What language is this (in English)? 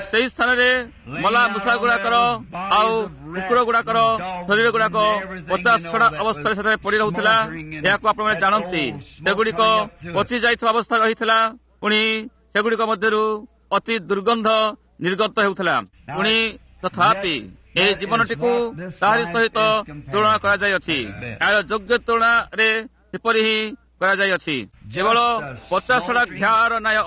Odia